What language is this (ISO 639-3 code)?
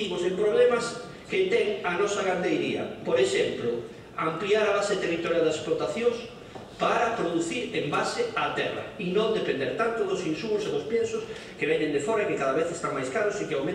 glg